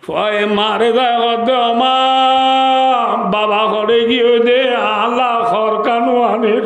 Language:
Rohingya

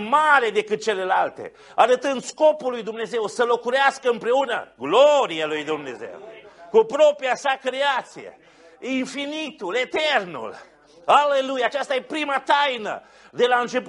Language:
Romanian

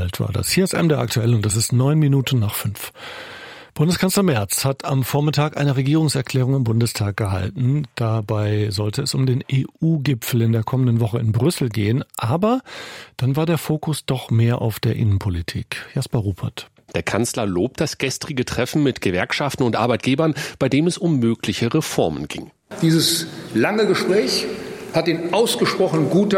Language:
German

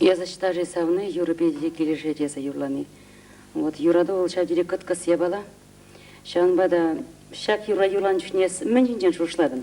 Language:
Chuvash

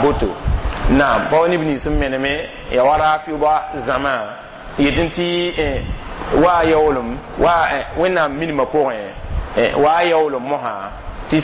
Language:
Mossi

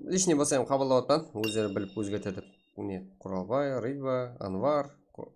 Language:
Kara-Kalpak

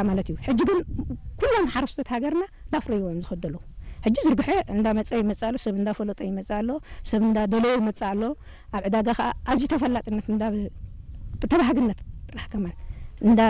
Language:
Tigrinya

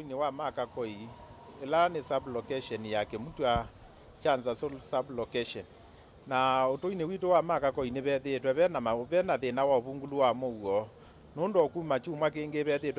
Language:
Kamba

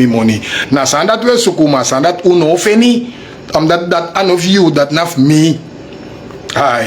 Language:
Sranan Tongo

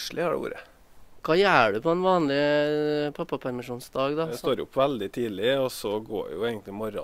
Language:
Norwegian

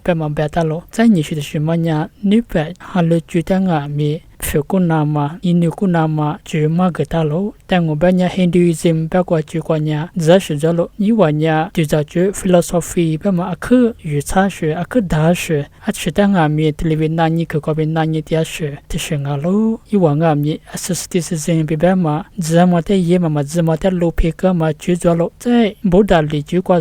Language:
Lisu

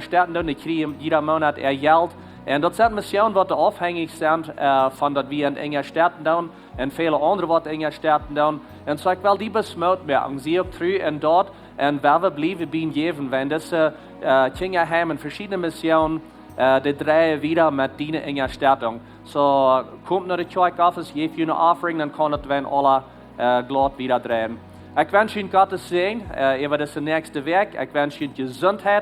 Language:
Plautdietsch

